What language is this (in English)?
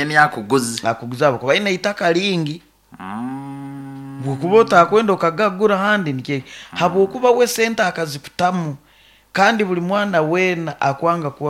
Nyoro